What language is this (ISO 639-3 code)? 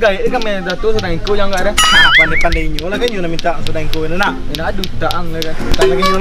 min